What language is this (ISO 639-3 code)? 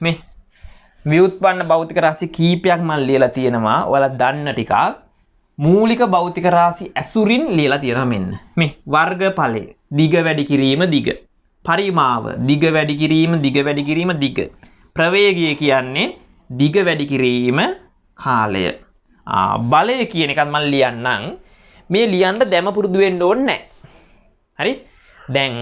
sin